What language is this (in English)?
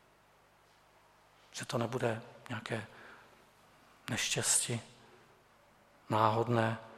Czech